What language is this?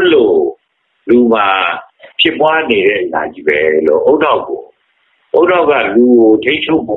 Burmese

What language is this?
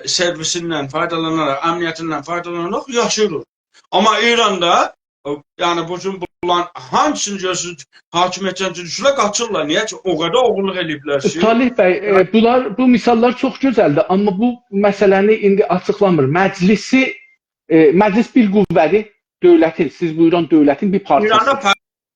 South Azerbaijani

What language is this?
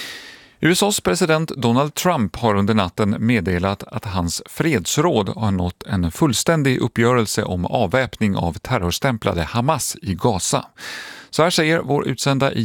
Swedish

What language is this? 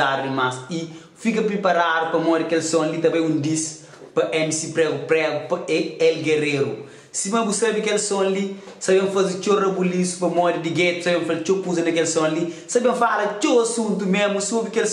Kabuverdianu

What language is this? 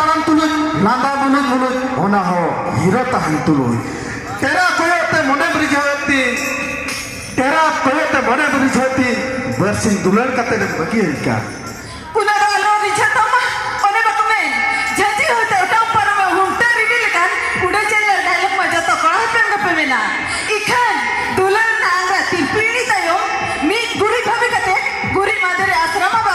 Santali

